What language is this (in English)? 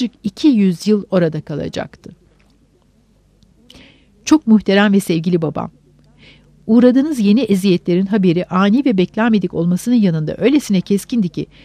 Turkish